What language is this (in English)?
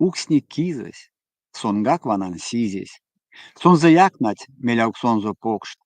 Erzya